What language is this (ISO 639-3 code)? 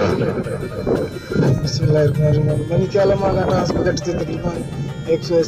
bal